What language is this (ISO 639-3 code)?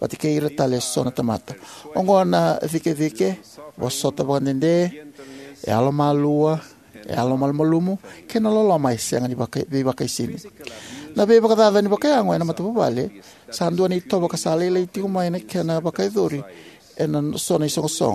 fij